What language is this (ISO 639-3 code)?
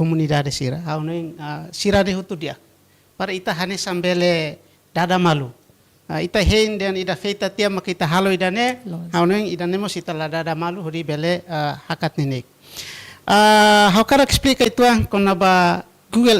tet